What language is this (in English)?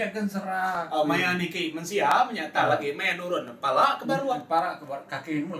Iban